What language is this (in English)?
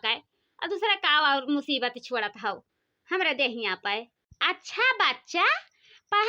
Awadhi